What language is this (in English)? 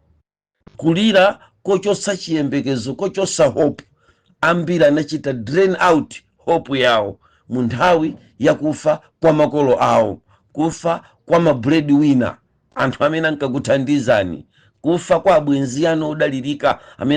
Nyanja